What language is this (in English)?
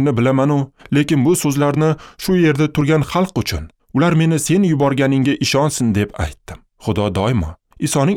Uzbek